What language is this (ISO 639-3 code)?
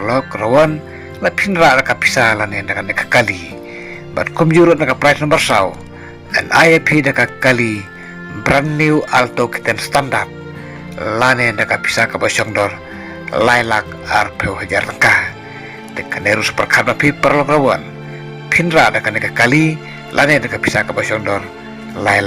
kha